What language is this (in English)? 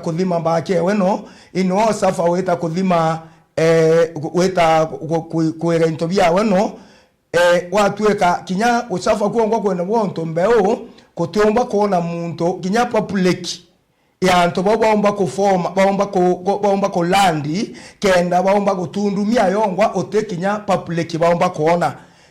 Meru